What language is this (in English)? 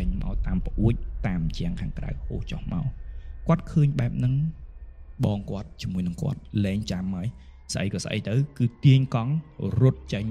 Khmer